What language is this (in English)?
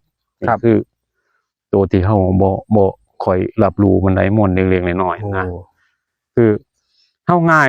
Northeastern Thai